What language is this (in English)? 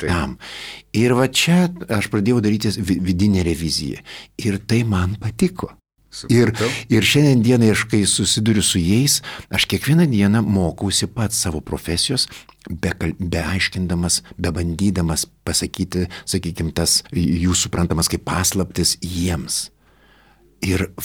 Lithuanian